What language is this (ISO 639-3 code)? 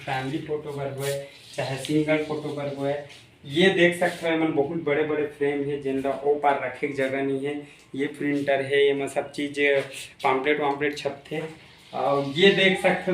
hne